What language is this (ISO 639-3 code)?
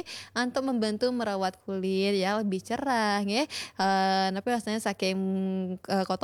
ban